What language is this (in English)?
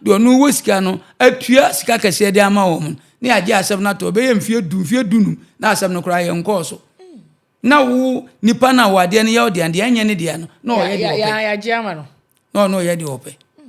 Akan